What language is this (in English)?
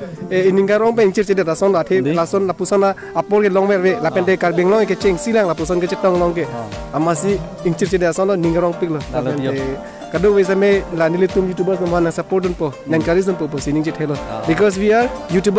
Karbi